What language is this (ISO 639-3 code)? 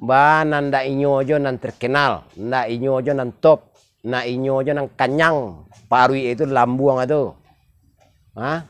min